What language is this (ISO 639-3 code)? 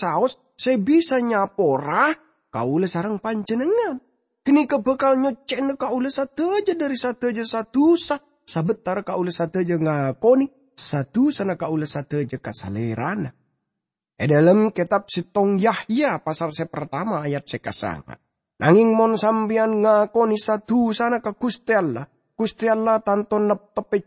mad